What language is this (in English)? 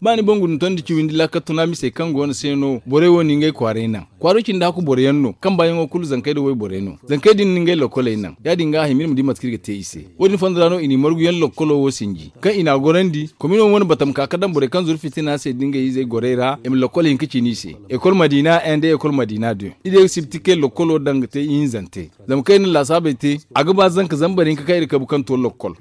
Zarma